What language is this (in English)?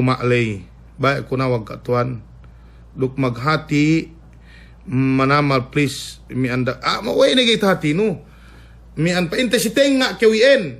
Yakan